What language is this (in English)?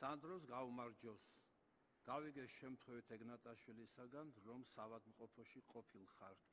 Georgian